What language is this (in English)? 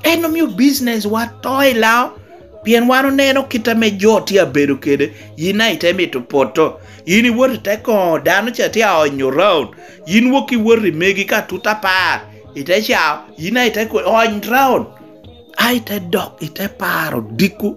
Lango (Uganda)